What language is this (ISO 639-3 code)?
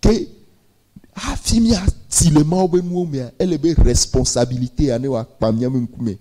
ewe